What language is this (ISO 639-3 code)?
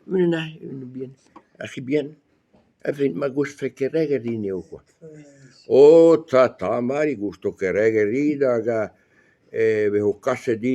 bre